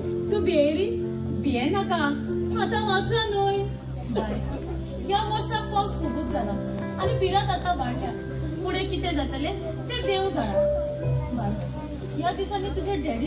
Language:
Konkani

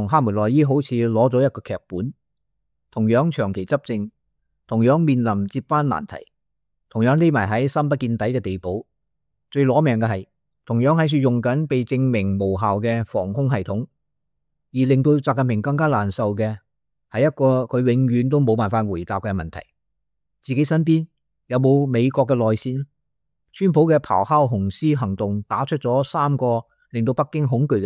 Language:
Cantonese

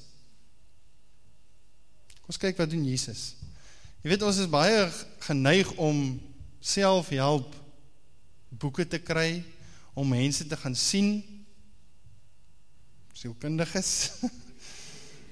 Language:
Afrikaans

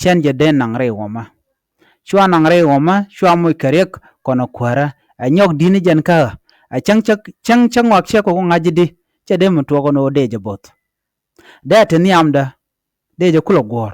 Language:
Nuer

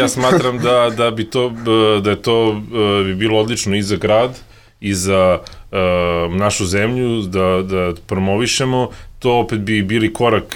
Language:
Serbian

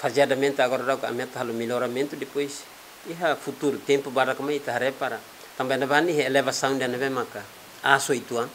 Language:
Tetum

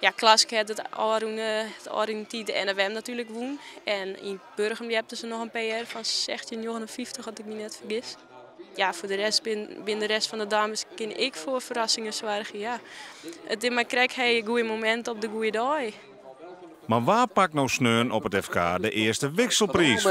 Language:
Western Frisian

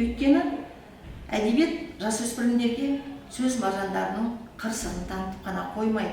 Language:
Kazakh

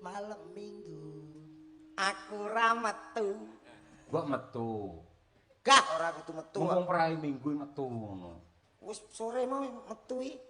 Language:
Javanese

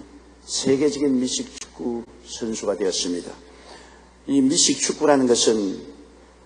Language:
Korean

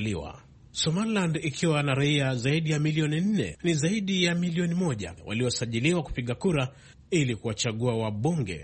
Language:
Swahili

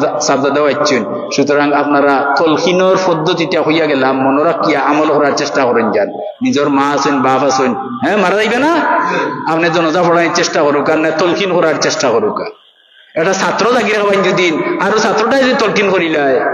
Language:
Sylheti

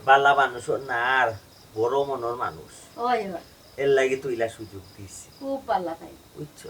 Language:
Sylheti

